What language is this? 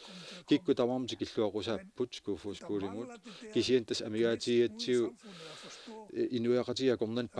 Kalaallisut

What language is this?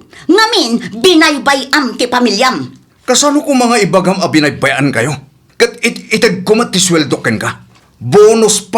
Iloko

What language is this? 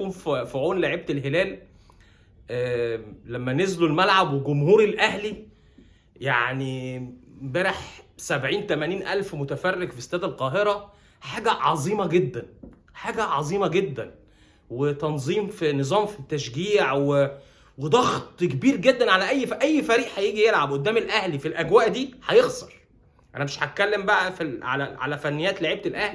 Egyptian Arabic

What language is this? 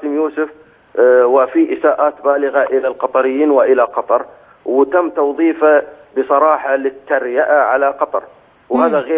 Egyptian Arabic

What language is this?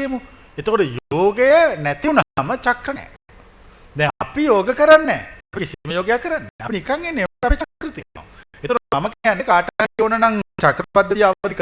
Sinhala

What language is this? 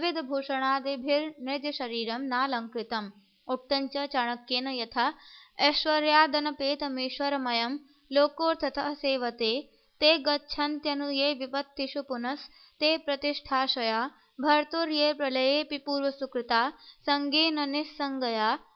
Sanskrit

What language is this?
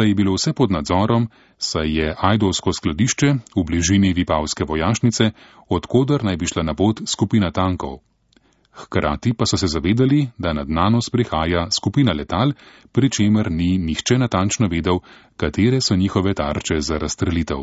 Slovenian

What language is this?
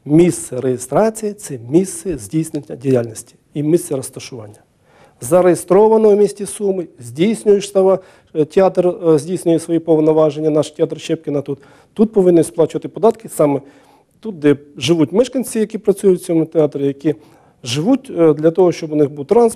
Ukrainian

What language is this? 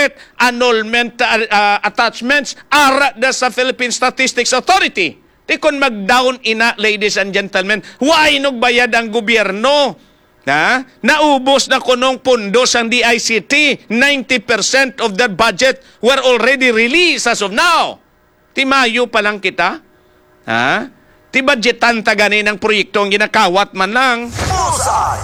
Hiligaynon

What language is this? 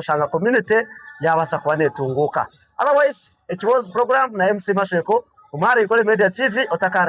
Nyankole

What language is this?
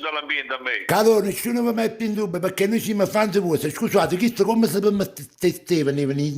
Neapolitan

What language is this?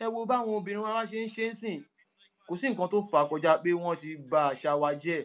Yoruba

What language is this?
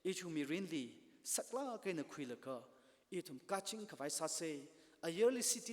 Tangkhul Naga (India)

